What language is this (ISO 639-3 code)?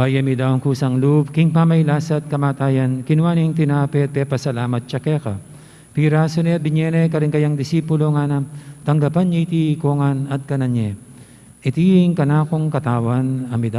pam